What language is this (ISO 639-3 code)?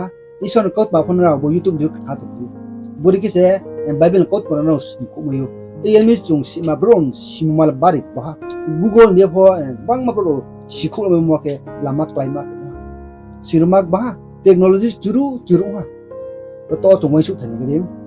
ria